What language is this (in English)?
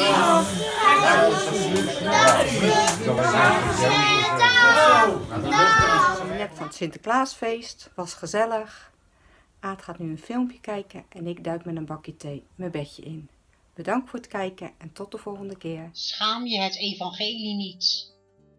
Dutch